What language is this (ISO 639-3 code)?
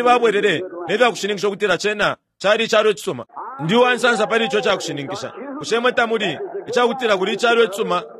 bem